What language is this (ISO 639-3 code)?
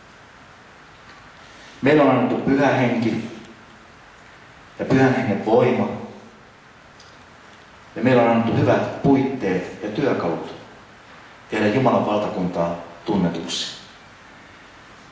fin